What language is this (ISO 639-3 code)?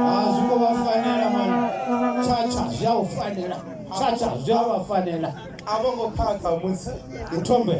ven